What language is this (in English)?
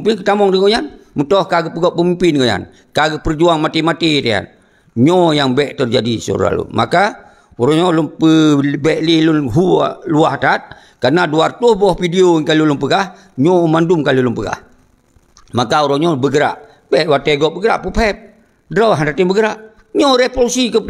Achinese